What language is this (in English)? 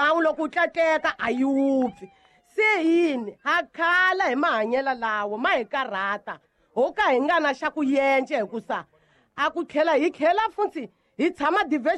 Tsonga